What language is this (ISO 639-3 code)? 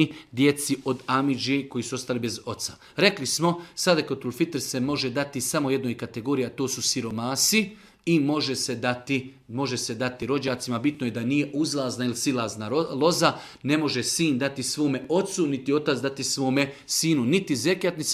srp